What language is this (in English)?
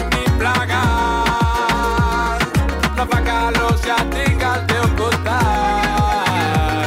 Catalan